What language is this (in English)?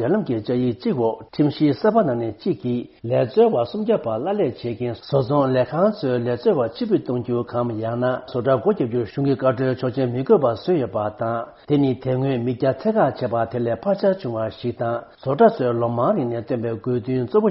Tibetan